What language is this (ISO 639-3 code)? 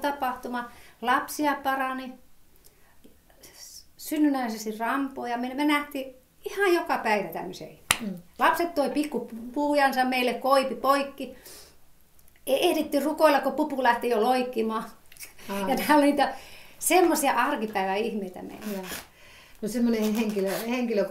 fin